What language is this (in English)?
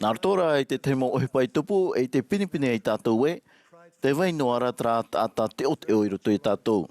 Tahitian